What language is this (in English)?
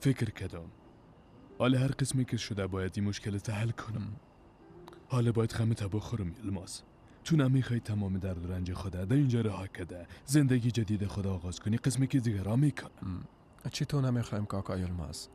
Persian